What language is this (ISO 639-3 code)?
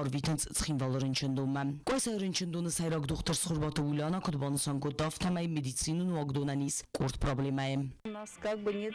oss